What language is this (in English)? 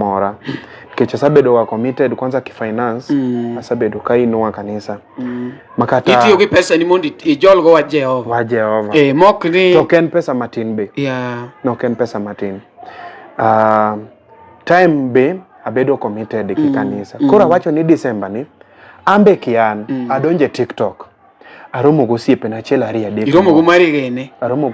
Luo (Kenya and Tanzania)